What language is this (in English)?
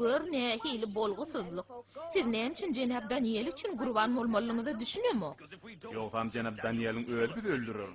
Turkmen